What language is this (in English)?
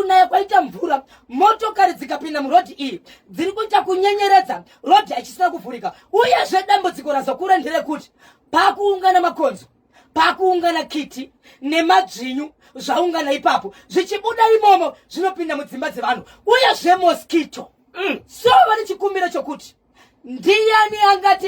Shona